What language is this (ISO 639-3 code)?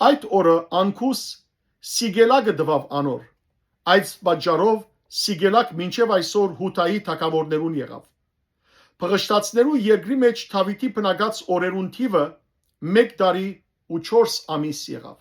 hyw